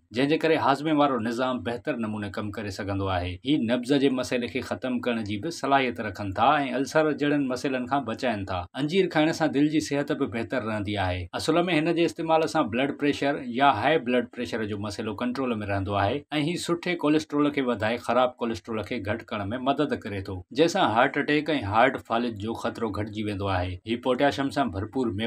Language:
Sindhi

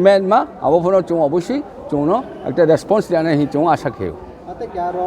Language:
Riang (India)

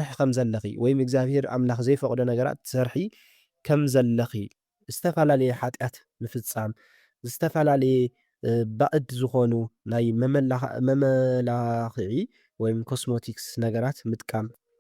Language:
Tigrinya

